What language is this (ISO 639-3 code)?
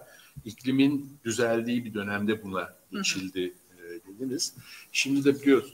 tur